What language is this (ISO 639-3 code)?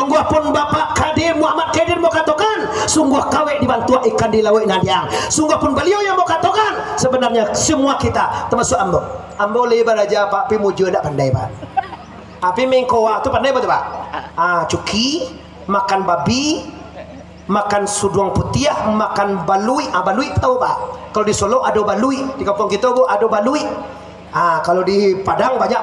min